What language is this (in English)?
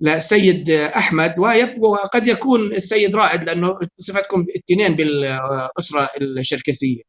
North Levantine Arabic